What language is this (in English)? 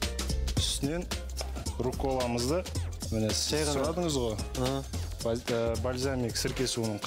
Kazakh